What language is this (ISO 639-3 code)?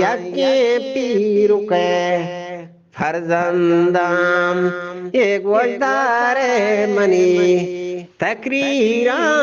bgp